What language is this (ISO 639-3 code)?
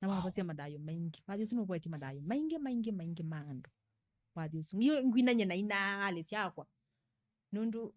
kam